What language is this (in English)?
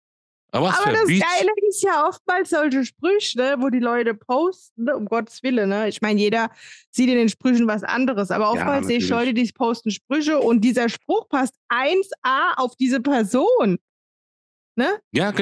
German